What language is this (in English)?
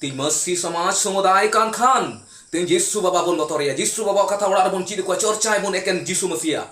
Santali